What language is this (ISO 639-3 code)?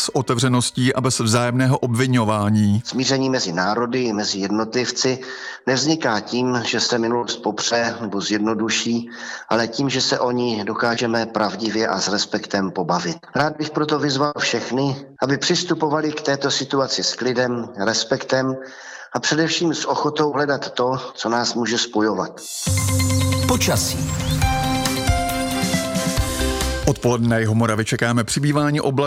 ces